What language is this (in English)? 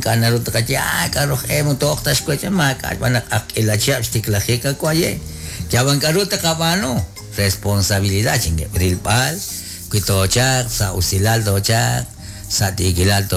Kekchí